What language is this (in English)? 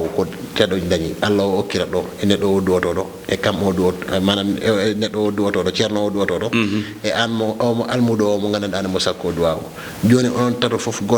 Fula